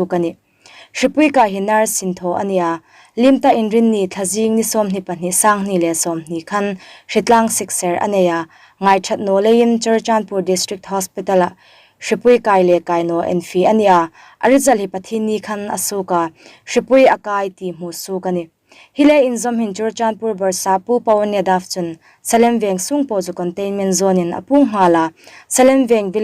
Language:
Hmar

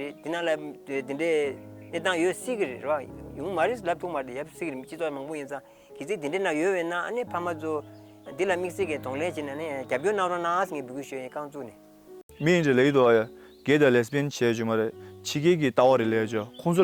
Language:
Tibetan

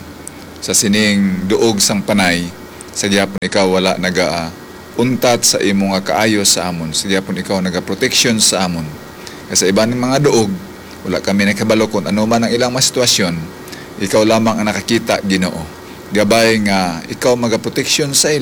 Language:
Hiligaynon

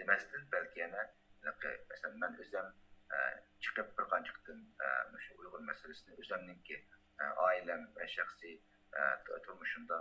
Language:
Uyghur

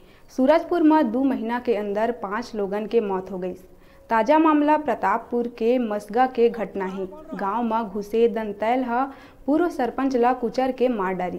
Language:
Chhattisgarhi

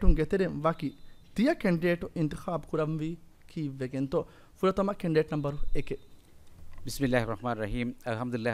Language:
Divehi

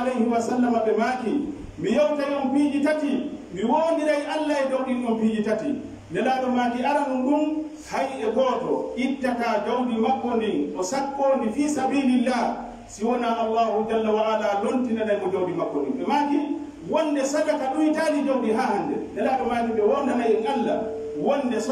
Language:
Pular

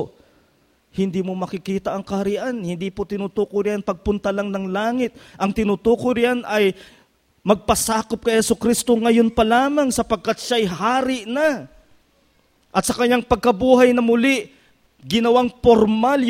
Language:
Filipino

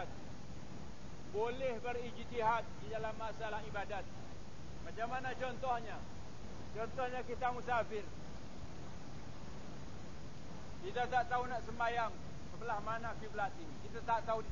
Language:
Malay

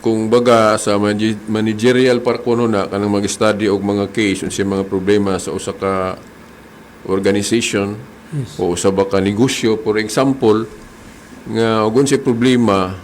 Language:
Cebuano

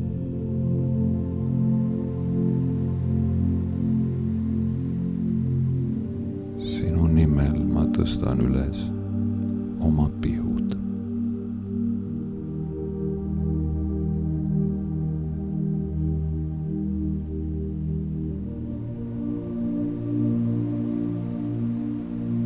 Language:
Estonian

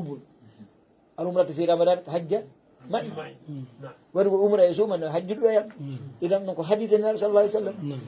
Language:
Fula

